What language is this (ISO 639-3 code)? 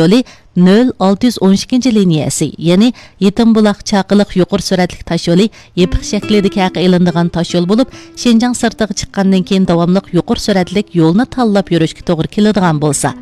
uig